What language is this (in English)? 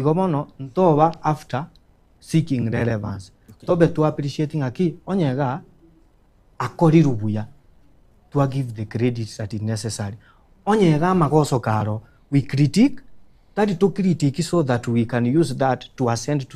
Gusii